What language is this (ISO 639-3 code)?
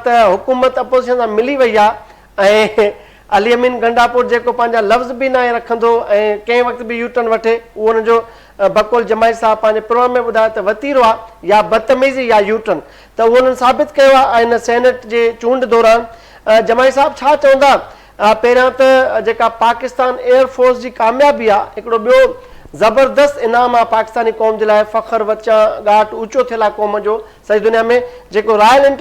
snd